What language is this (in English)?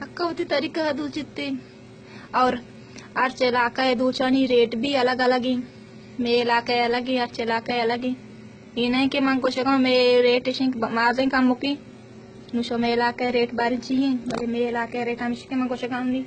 Baluchi